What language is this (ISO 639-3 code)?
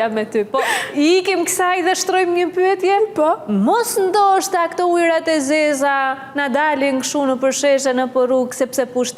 sqi